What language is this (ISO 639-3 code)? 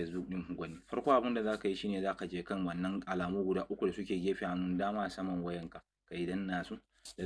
hau